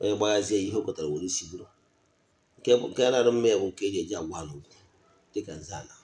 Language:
Igbo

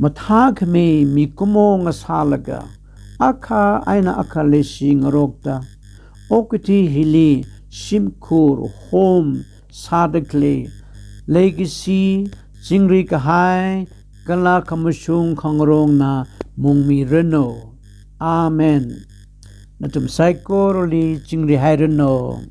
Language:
Tangkhul Naga (India)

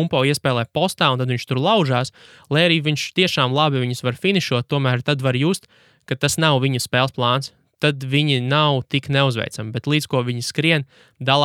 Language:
Latvian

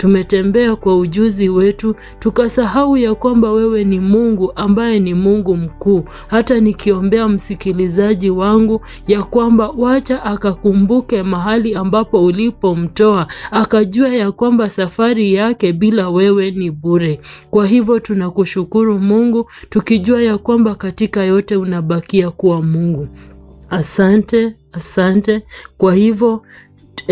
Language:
Swahili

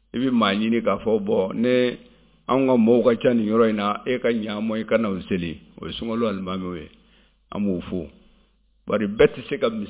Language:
Bambara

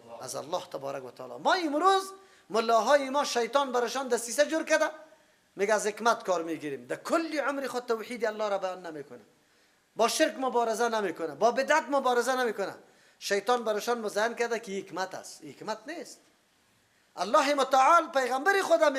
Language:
Persian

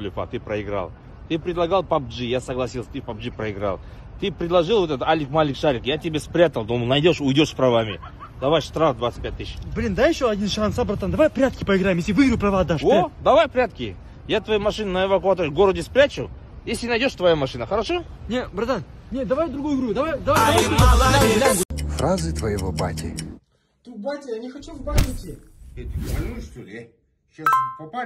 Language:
Russian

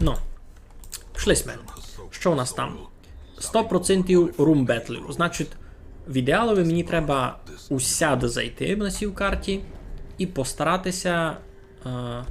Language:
Rusyn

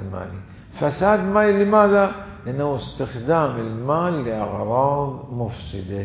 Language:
Mesopotamian Arabic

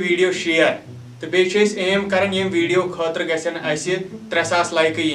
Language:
Kashmiri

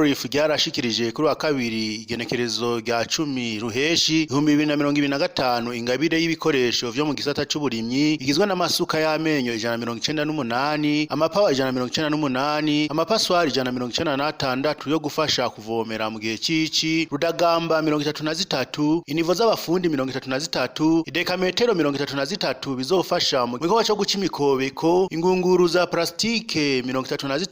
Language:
Rundi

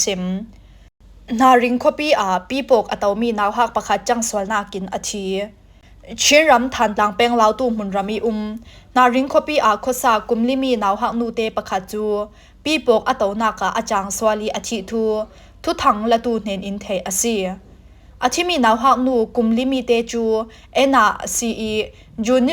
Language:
Falam Chin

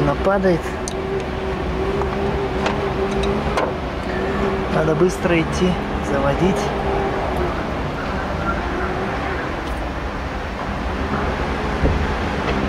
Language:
Russian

